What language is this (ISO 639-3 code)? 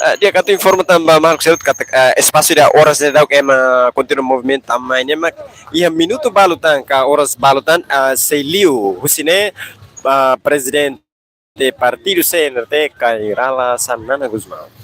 tet